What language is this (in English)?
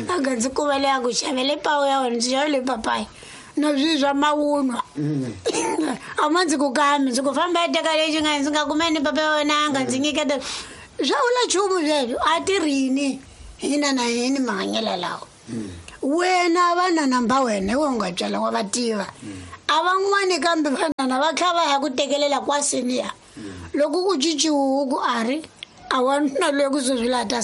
Tsonga